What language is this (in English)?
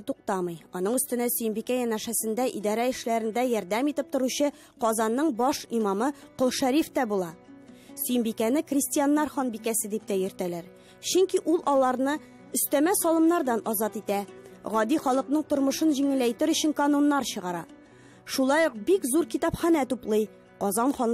Tatar